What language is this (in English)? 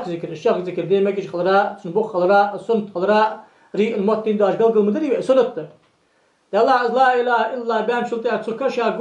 Ingush